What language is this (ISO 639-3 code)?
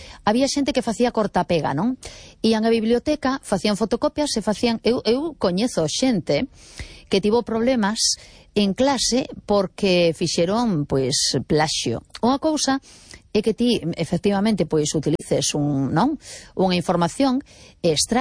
glg